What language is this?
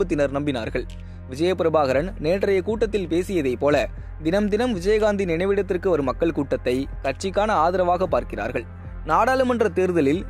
Tamil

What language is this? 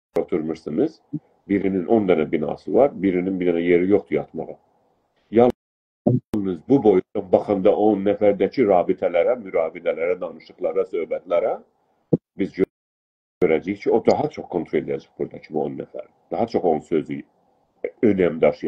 South Azerbaijani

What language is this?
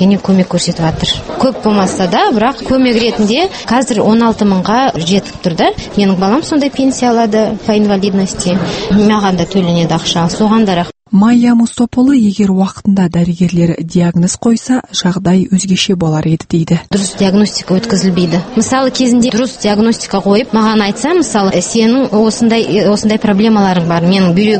Kazakh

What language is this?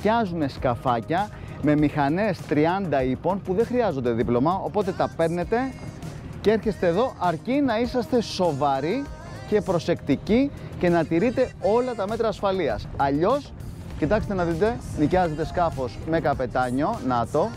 Greek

